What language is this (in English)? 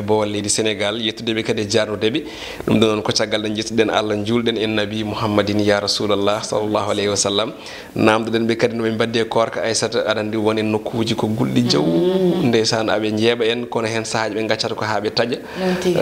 Fula